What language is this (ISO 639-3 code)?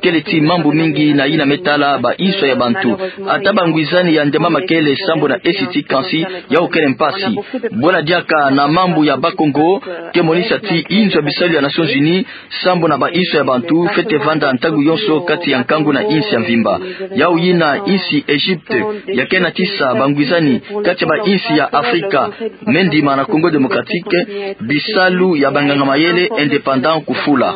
ktu